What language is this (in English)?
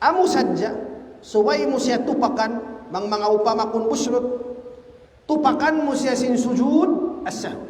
Tausug